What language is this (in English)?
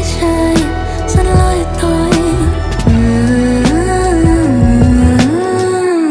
Vietnamese